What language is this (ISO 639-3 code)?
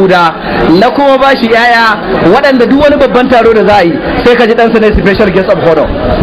hau